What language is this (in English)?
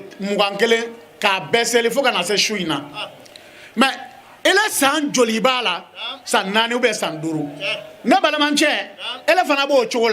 Bambara